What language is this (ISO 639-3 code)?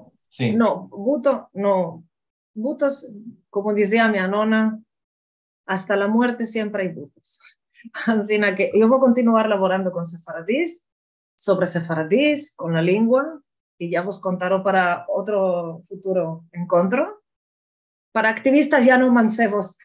lad